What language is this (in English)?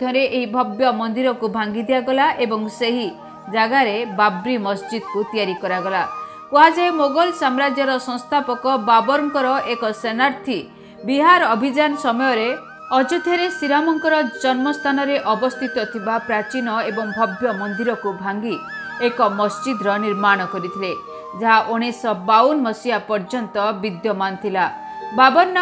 Odia